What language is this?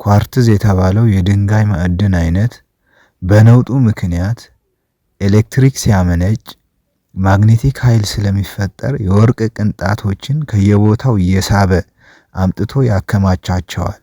Amharic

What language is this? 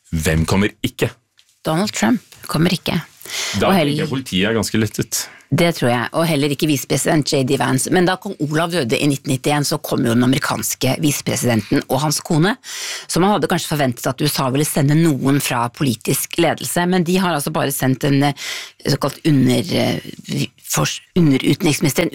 Norwegian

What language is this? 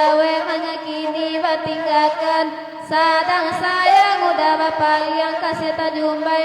Minangkabau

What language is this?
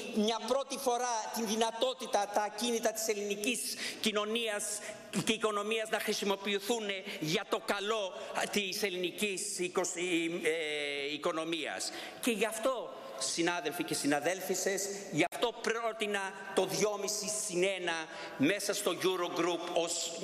Greek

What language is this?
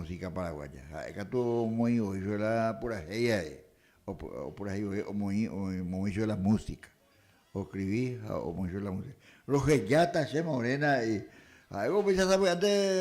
Guarani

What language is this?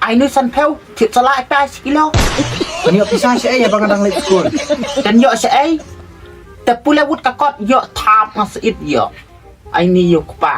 Khasi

